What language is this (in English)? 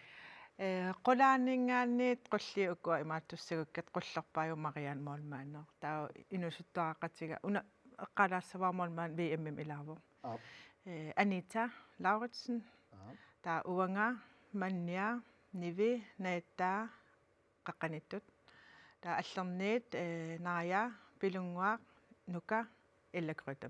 Kalaallisut